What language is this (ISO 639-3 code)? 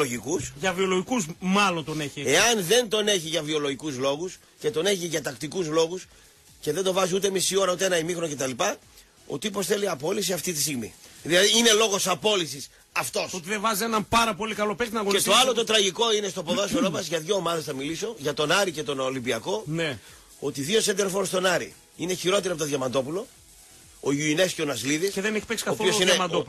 ell